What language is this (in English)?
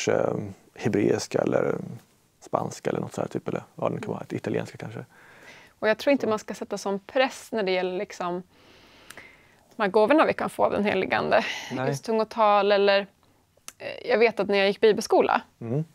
Swedish